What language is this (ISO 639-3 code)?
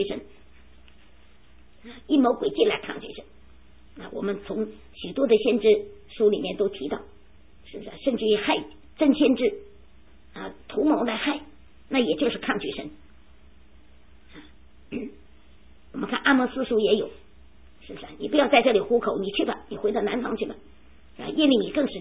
zho